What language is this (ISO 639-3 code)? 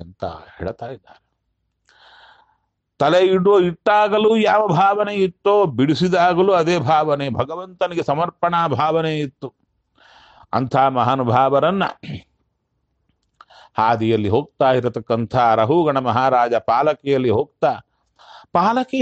kan